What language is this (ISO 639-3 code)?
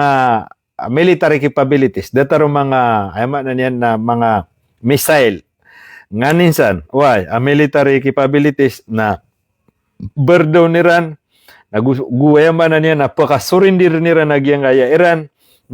mrw